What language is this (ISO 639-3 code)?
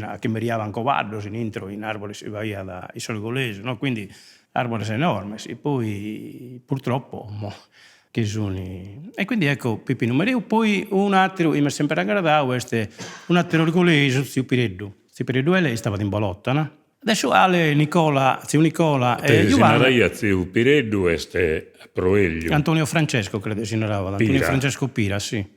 srd